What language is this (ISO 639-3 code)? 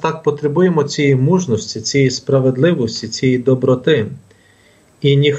ukr